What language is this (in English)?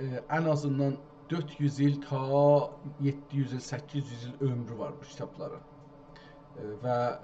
South Azerbaijani